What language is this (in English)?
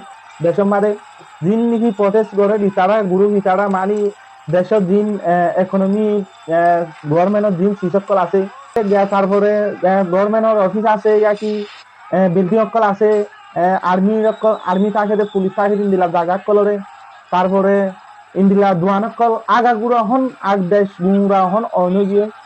Rohingya